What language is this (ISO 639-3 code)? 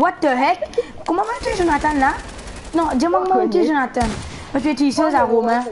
mfe